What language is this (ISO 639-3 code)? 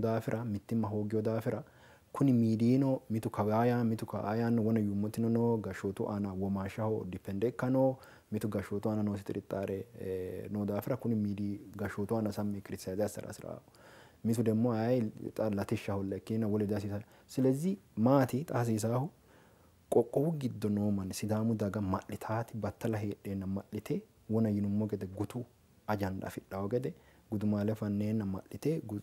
sid